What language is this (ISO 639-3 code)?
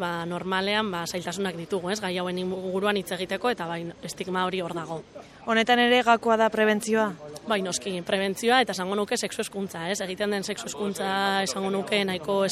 eus